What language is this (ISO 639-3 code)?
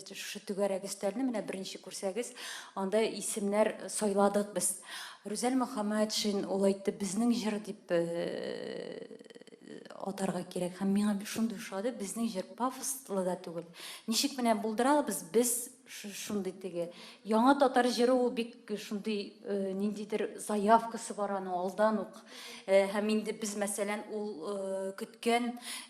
tat